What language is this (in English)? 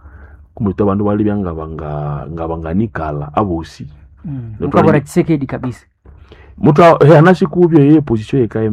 Nande